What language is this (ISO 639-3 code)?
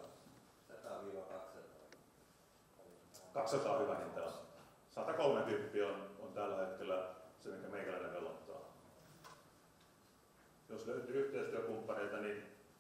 fin